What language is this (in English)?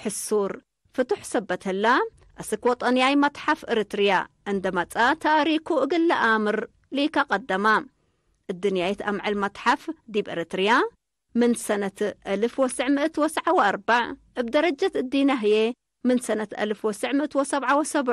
Tigre